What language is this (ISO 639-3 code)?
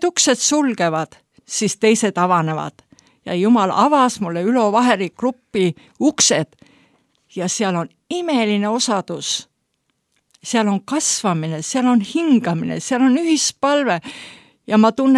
est